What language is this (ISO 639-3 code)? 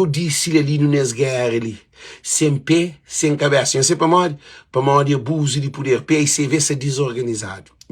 kea